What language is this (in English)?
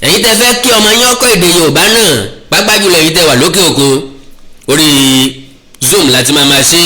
Yoruba